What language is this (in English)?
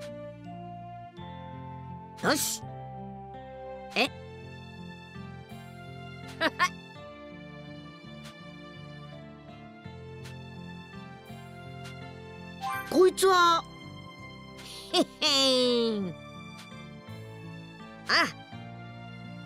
Japanese